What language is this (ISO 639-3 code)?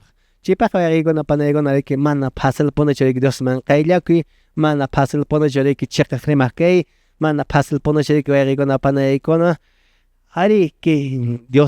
que